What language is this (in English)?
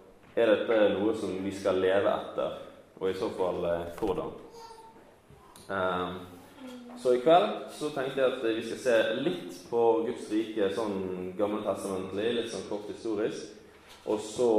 Norwegian